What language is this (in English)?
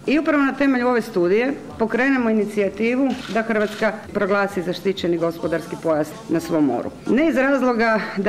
Croatian